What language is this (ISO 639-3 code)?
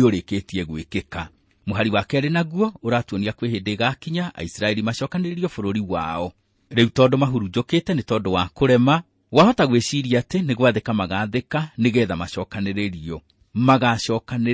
kik